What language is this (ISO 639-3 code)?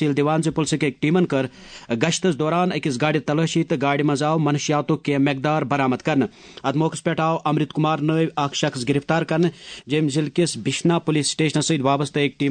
kas